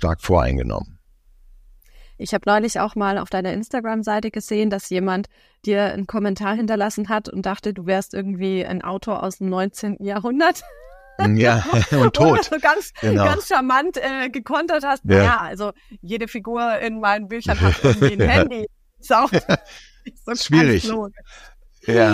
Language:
German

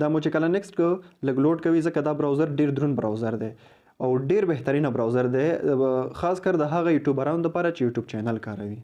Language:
Pashto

